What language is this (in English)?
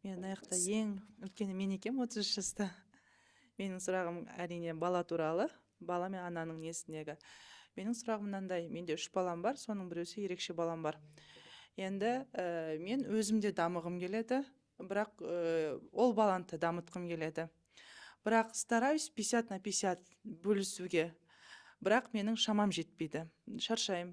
Kazakh